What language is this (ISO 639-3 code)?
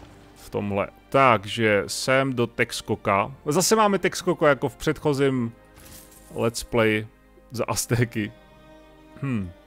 ces